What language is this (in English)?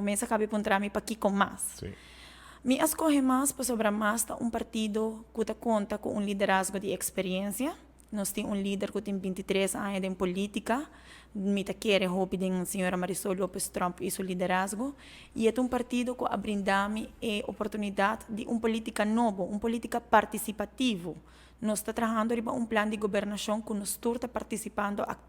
Papiamento